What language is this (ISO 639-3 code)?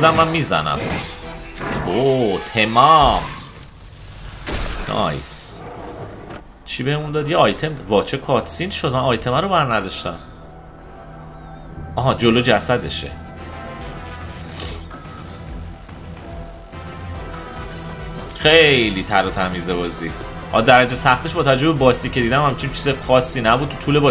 fas